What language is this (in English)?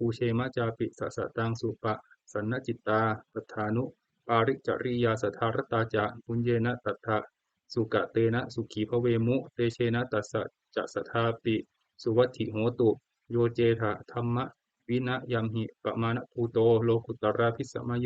Pali